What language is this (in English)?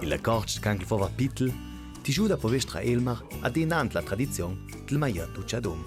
Ladin